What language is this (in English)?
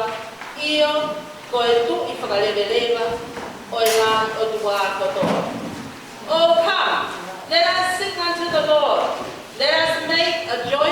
Tongan